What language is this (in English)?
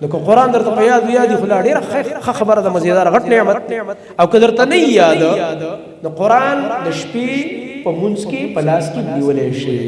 Pashto